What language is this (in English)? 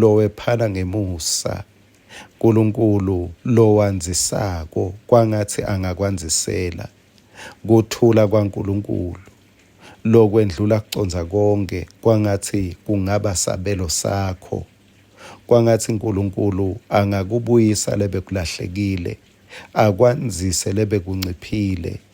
Swati